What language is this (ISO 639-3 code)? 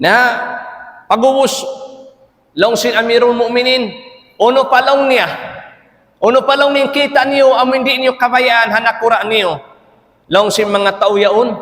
tsg